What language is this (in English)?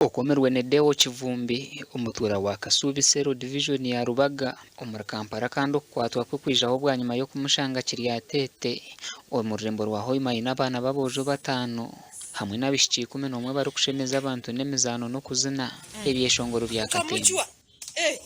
Nyankole